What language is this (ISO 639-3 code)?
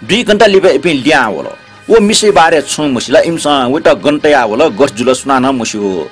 new